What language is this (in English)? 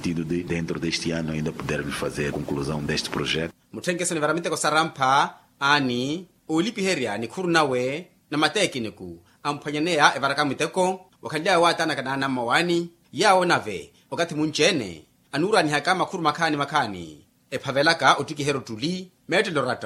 Makhuwa